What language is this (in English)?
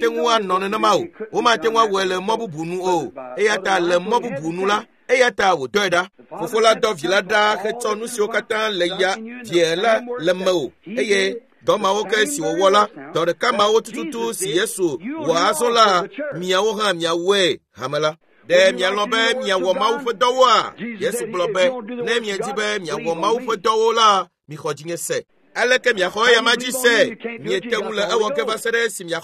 Ewe